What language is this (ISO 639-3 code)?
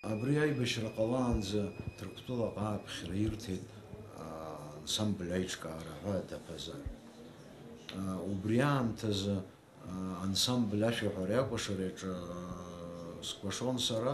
abk